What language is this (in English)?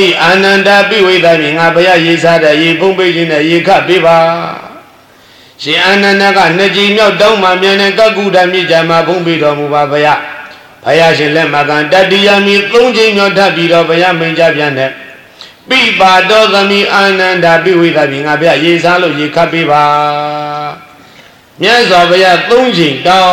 Burmese